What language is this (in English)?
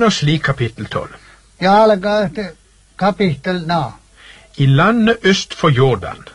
Norwegian